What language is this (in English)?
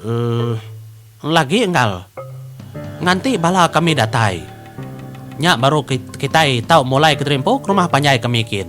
Iban